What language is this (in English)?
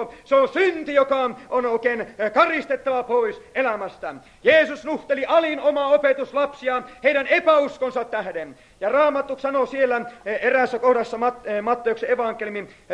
Finnish